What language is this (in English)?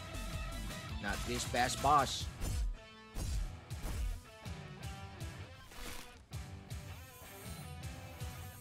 English